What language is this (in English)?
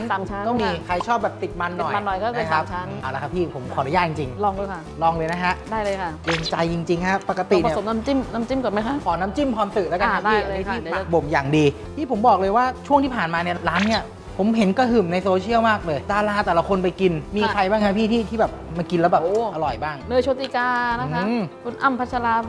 Thai